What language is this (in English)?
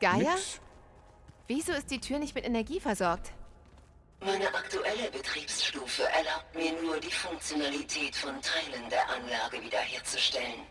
Bavarian